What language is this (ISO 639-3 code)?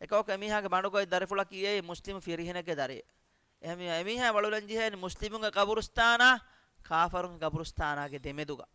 div